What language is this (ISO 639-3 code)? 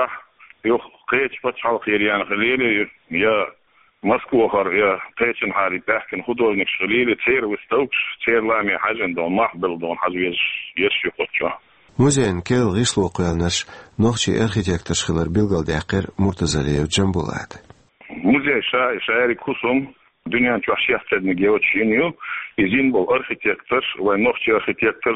che